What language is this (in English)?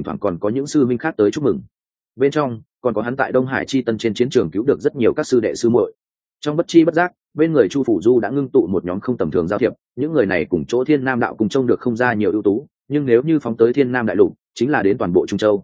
Vietnamese